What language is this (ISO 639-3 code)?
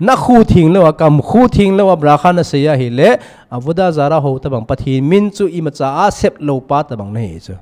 tcz